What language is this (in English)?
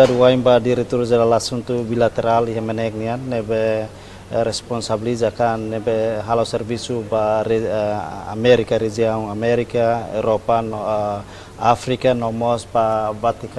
Tetum